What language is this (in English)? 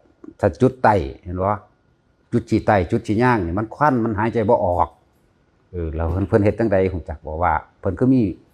Northeastern Thai